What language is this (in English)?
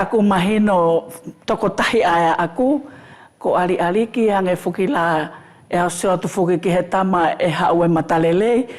Wallisian